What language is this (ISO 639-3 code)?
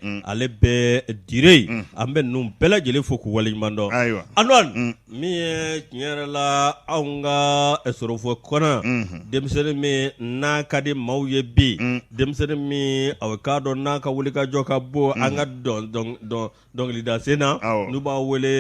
bam